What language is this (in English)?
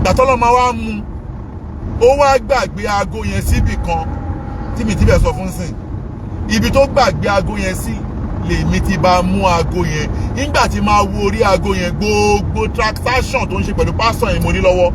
Yoruba